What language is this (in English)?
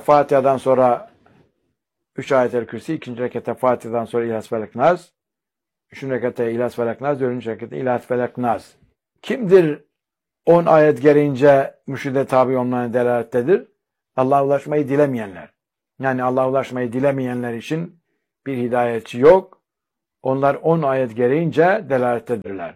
Turkish